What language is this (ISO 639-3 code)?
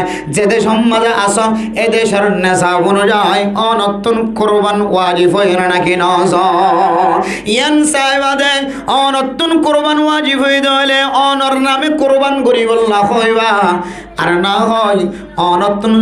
rhg